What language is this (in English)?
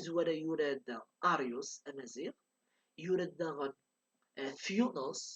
Kabyle